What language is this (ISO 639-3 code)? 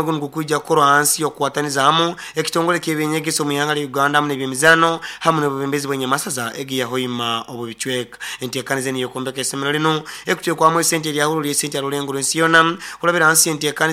nyo